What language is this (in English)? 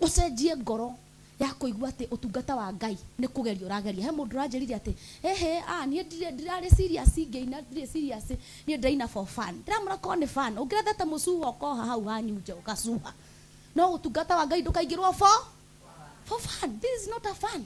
Kikuyu